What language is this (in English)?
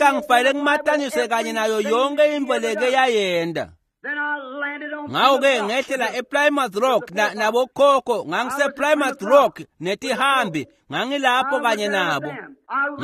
Swati